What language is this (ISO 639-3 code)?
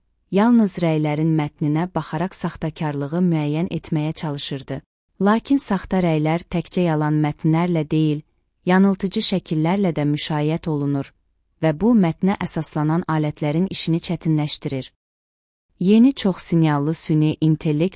aze